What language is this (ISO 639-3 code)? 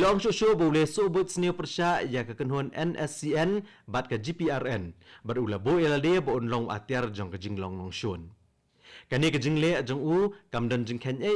kha